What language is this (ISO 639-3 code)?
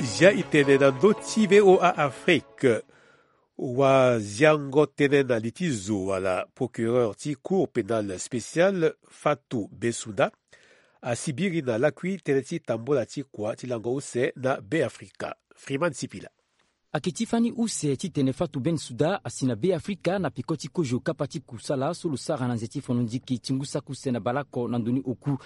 sag